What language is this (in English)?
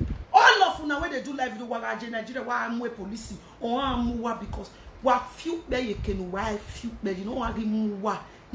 Nigerian Pidgin